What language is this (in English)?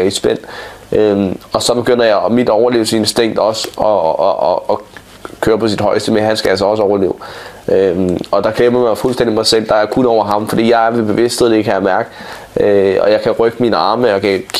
Danish